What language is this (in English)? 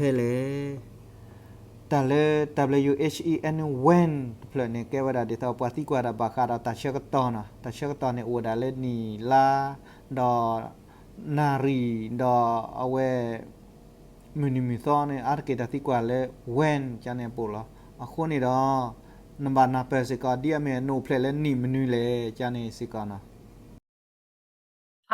S'gaw Karen